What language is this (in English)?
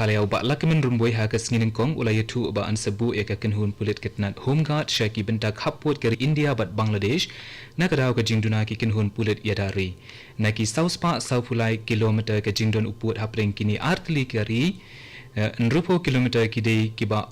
Khasi